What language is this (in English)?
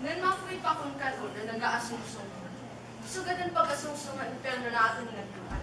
Waray